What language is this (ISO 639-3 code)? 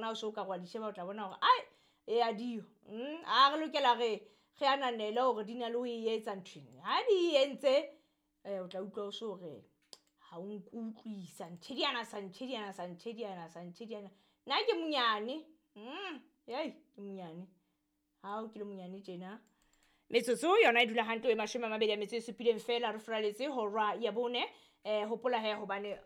sot